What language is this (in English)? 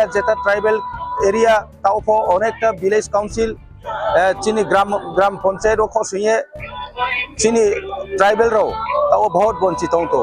Riang (India)